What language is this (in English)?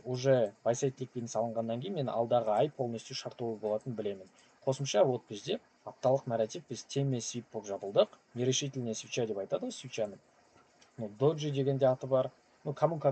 Kazakh